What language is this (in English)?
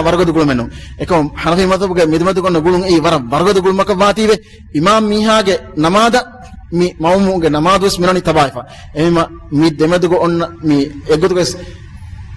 Divehi